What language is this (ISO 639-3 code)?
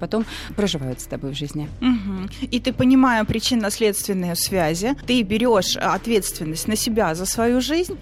rus